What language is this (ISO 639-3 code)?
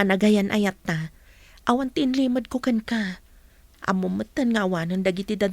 ilo